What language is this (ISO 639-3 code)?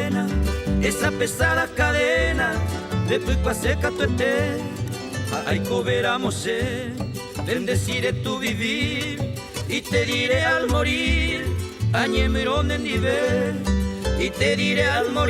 grn